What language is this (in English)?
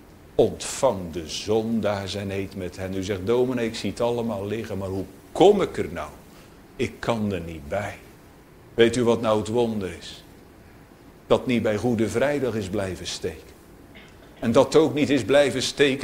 Dutch